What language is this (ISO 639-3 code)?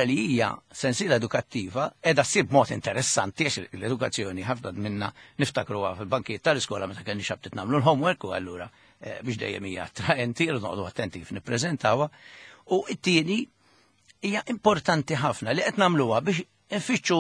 mlt